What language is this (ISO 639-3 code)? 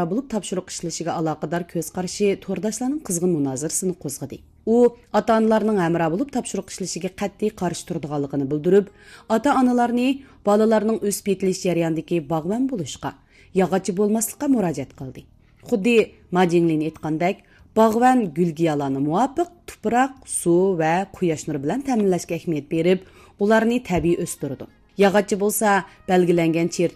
uig